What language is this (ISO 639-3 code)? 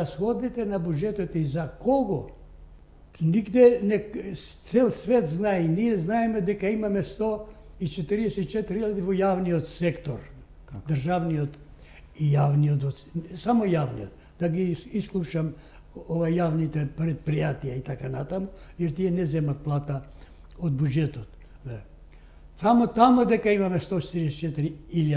mkd